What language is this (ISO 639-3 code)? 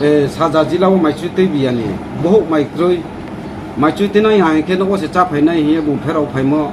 ria